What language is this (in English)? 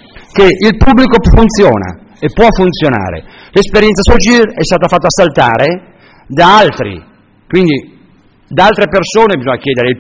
Italian